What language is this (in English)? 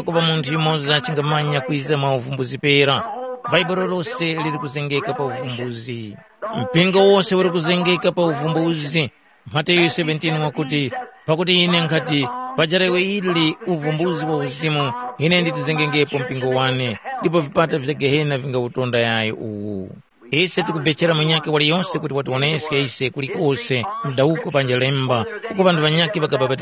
Tumbuka